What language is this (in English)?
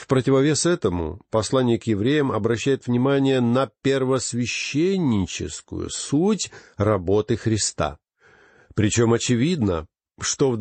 Russian